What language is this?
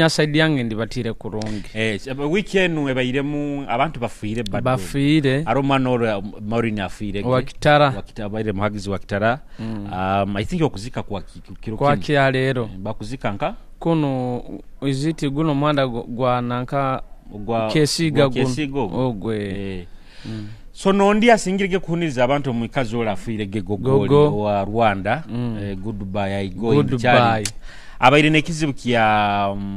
Nyoro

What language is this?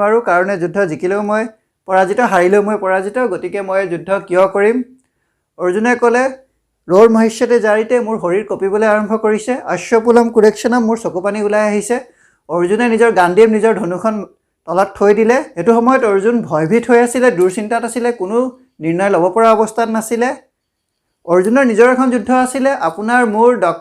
Assamese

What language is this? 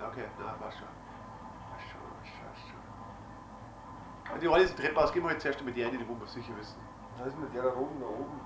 Bavarian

